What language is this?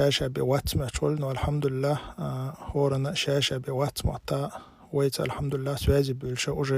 Chechen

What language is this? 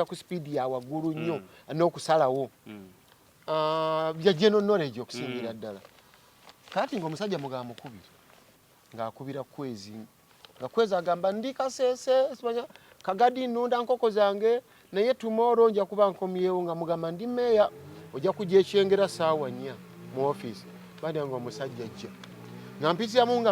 Ganda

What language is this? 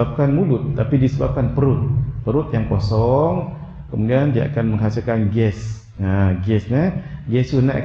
Malay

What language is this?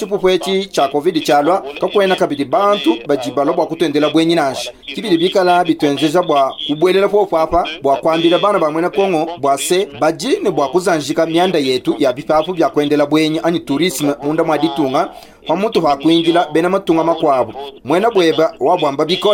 Luba-Lulua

